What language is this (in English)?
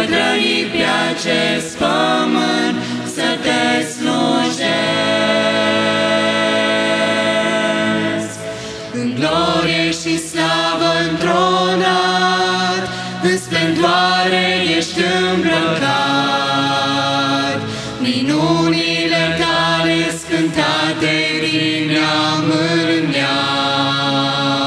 Romanian